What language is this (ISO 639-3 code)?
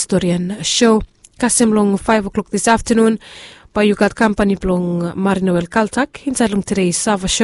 bis